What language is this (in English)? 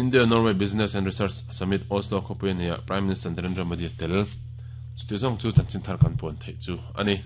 Mizo